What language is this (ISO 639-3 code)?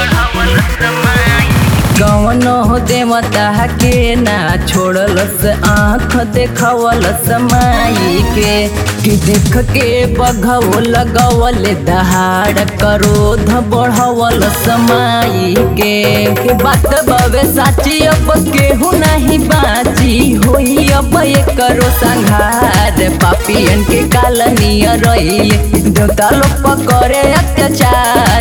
bho